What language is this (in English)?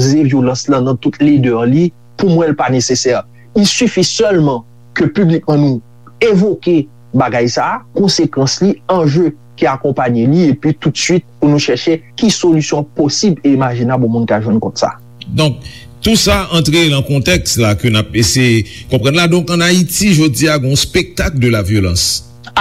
Haitian Creole